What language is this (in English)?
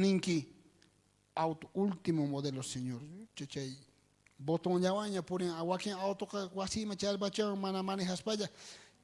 South Bolivian Quechua